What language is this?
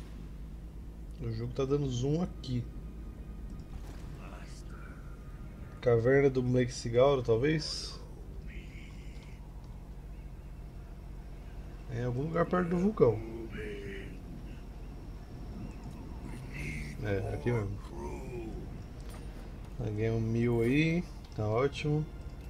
Portuguese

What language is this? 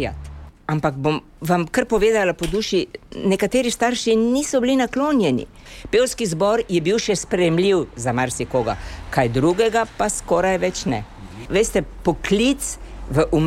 Slovenian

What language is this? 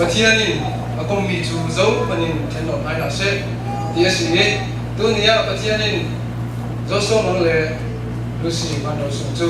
Falam Chin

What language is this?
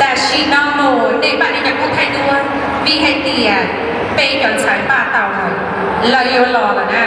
Hmong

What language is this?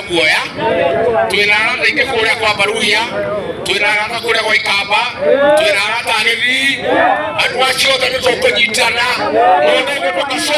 Kikuyu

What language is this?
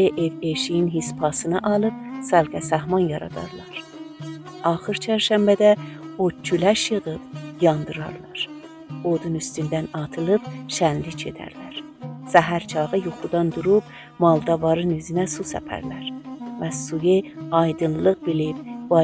South Azerbaijani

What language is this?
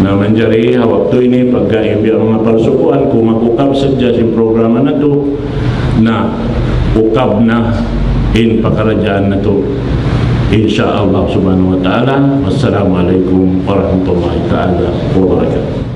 Tausug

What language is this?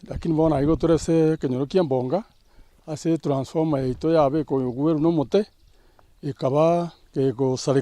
Gusii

